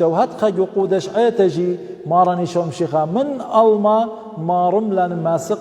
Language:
Assyrian Neo-Aramaic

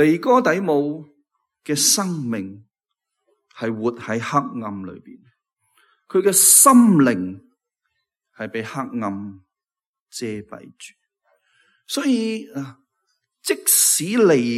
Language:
Cantonese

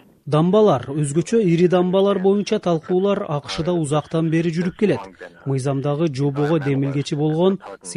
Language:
Kyrgyz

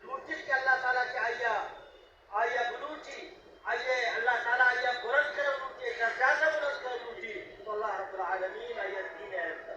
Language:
Baluchi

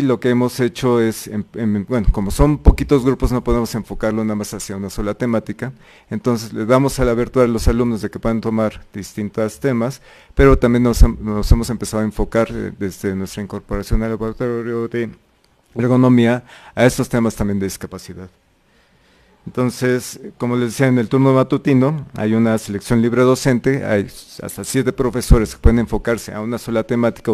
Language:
Spanish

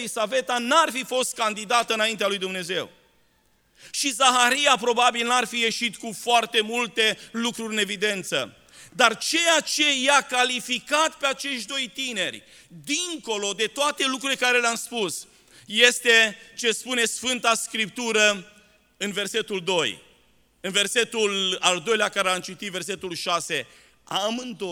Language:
Romanian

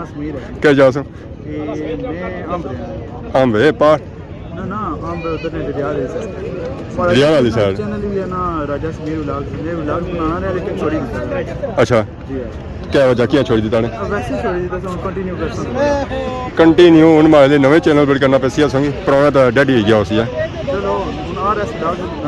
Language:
Pahari-Potwari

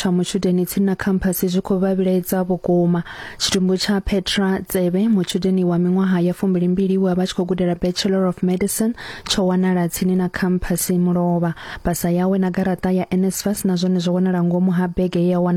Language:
Venda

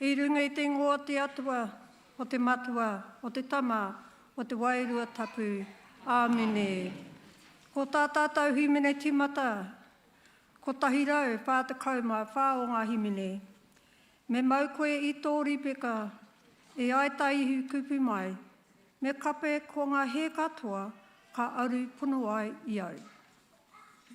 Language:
Māori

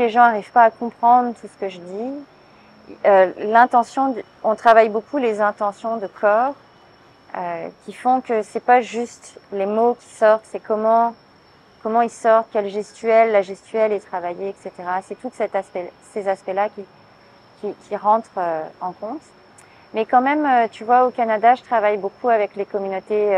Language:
French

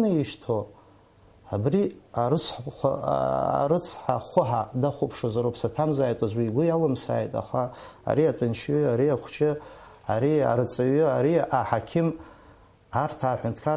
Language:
Abkhazian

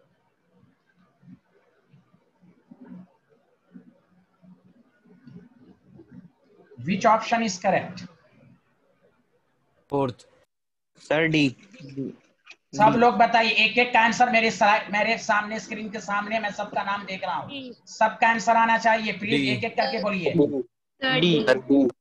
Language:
Hindi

